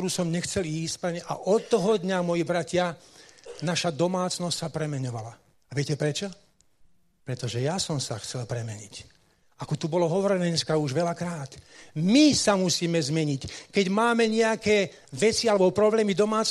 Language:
Slovak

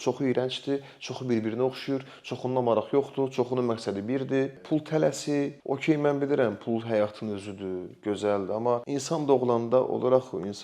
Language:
Azerbaijani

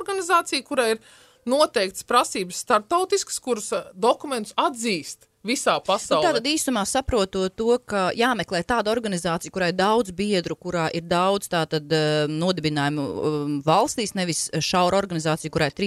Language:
Latvian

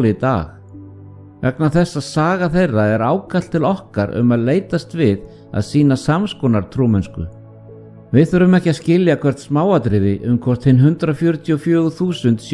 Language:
Icelandic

